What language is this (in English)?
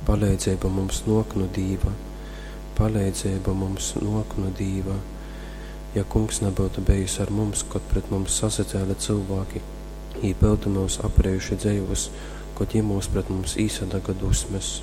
Latgalian